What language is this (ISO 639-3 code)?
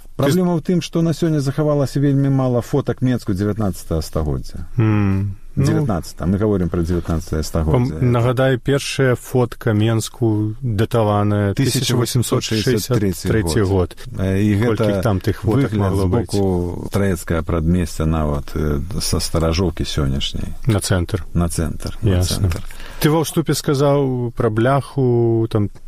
bel